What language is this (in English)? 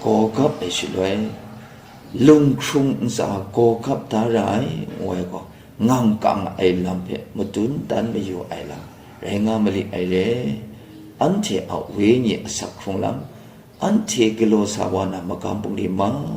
Kachin